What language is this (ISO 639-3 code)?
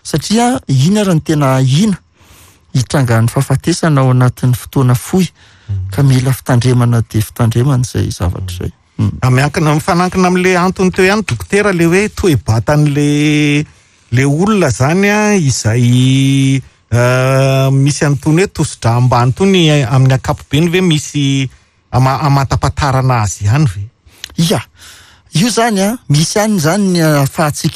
mlg